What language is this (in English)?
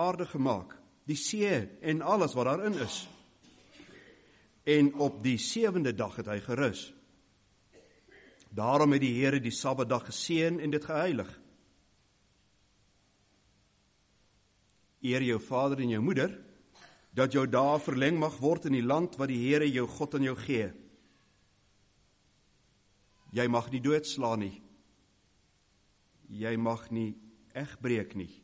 Afrikaans